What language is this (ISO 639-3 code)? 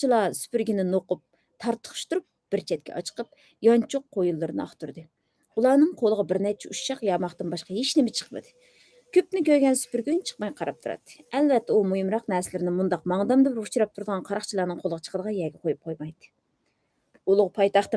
uig